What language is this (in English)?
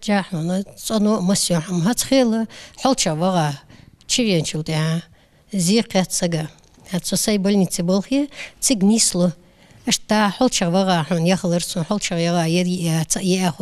Ingush